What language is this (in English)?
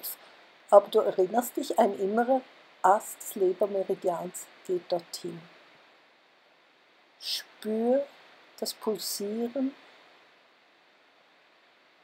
German